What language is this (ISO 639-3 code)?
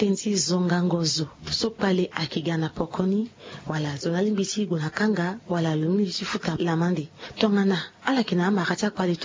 sag